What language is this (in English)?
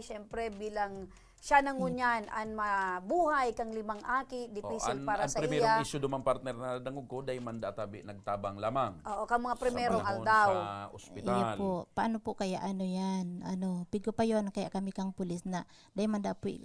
Bikol